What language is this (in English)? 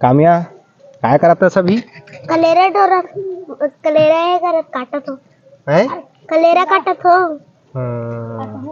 Chhattisgarhi